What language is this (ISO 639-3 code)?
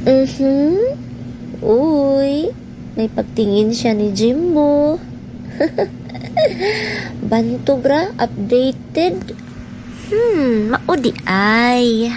ceb